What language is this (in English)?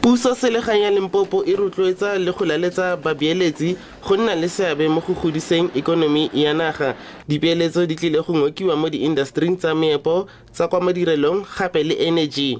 Tswana